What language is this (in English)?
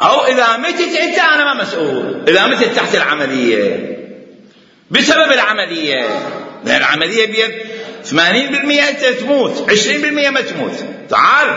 Mesopotamian Arabic